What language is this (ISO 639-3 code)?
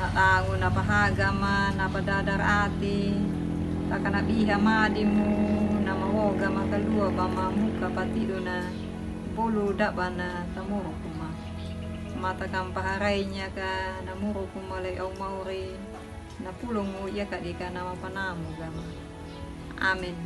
akg